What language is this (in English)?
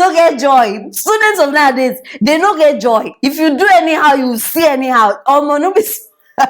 Nigerian Pidgin